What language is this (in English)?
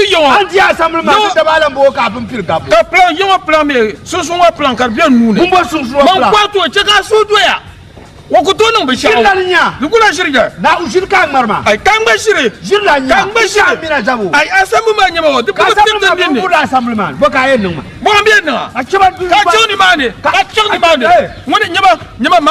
Dagbani